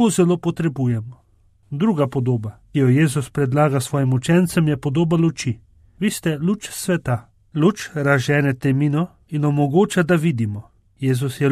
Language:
Slovenian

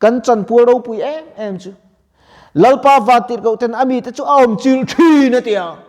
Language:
Mizo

